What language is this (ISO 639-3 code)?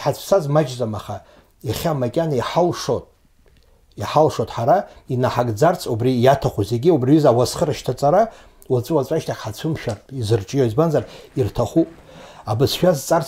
abk